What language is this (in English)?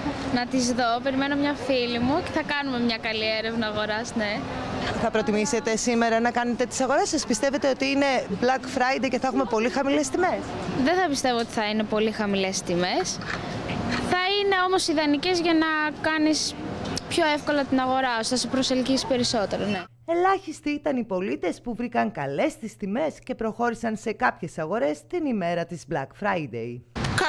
Greek